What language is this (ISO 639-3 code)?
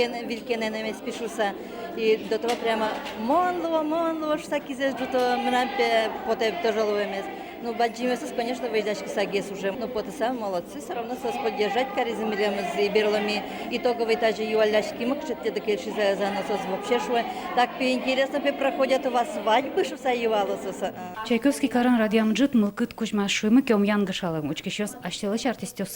udm